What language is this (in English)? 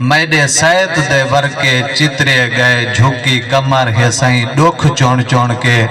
Saraiki